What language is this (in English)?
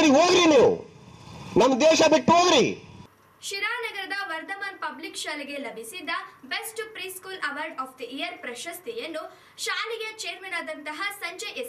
Kannada